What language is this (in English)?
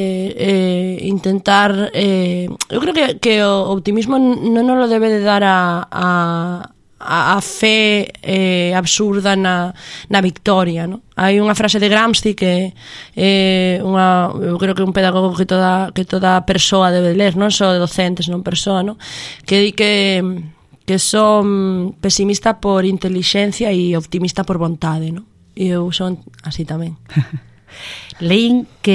Galician